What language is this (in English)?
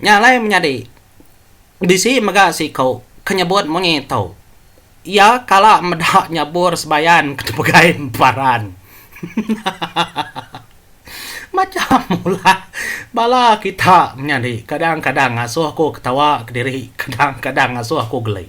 Iban